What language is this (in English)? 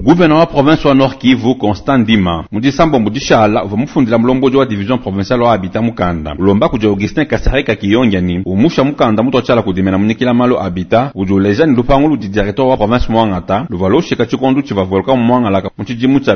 Luba-Lulua